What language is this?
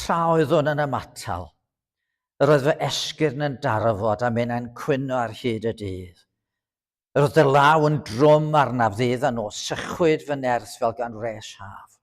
Welsh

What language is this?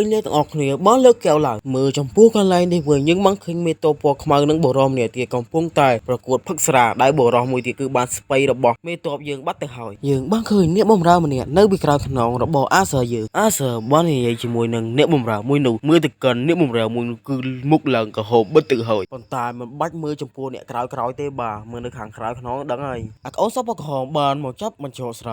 Khmer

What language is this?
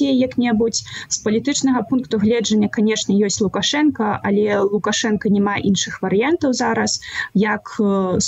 Belarusian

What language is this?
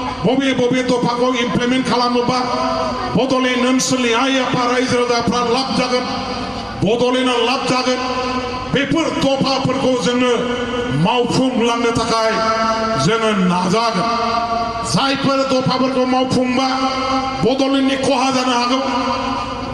Bodo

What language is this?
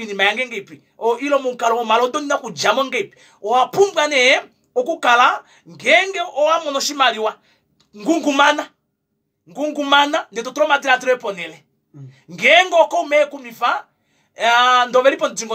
Kuanyama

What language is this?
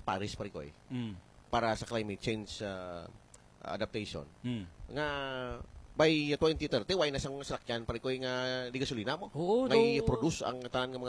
Hiligaynon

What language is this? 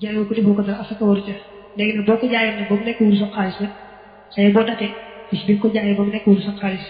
Wolof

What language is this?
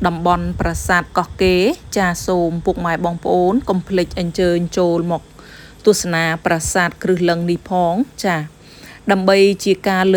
Khmer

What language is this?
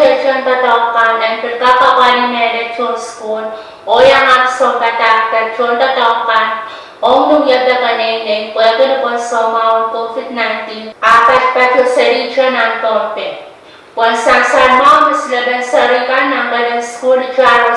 Pohnpeian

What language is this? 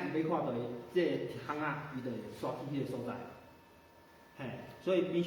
Min Nan Chinese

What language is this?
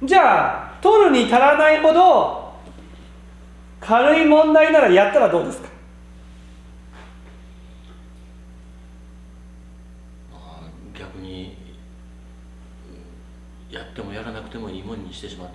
Japanese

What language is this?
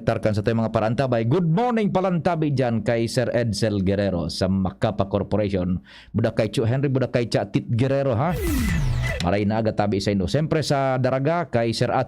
Bikol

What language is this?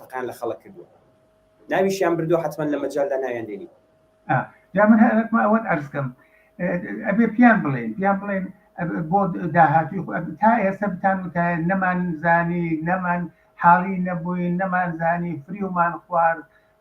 Central Kurdish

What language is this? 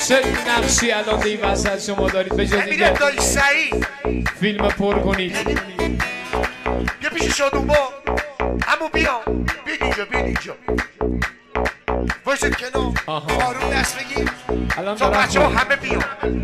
Persian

